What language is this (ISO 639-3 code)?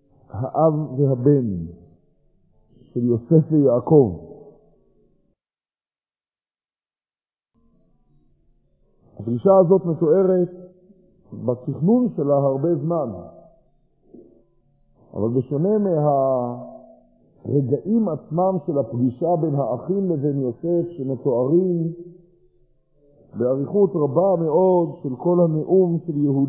heb